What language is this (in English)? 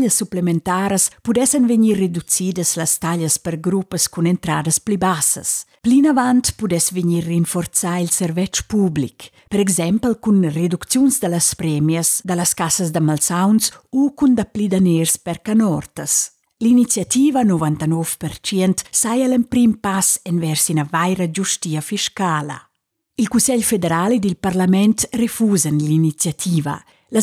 Romansh